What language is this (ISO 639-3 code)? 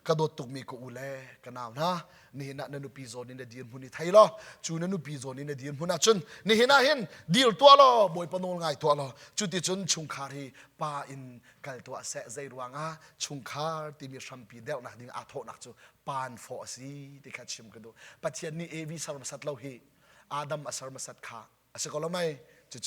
cnh